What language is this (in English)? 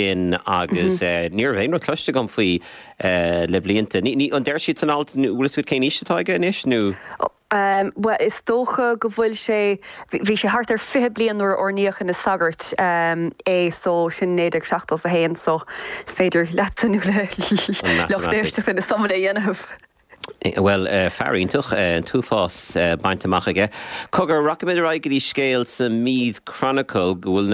Irish